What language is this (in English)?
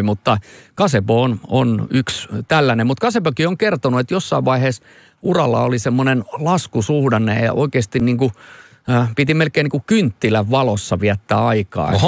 Finnish